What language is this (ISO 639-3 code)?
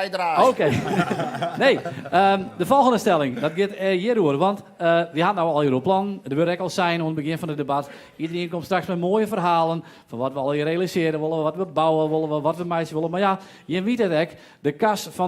fry